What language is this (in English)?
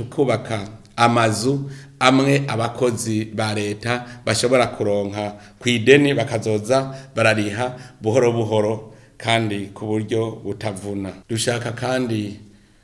Rundi